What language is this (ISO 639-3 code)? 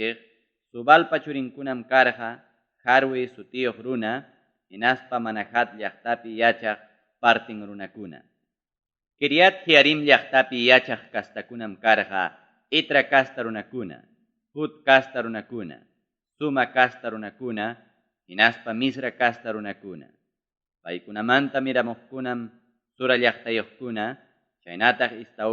quy